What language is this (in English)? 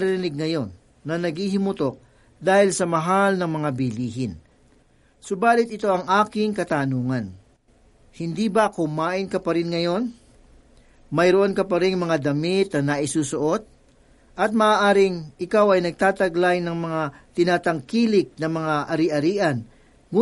Filipino